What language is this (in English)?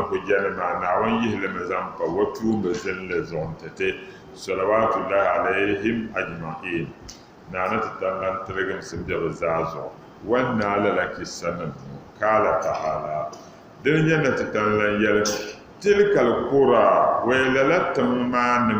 Dagbani